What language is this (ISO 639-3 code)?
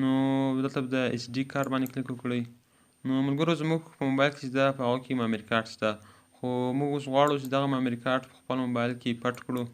pus